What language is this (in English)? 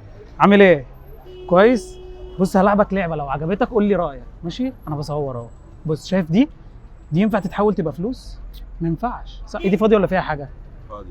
Egyptian Arabic